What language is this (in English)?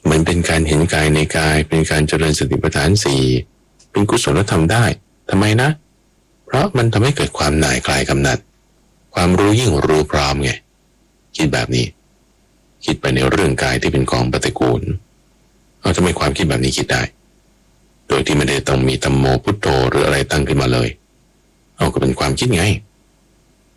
Thai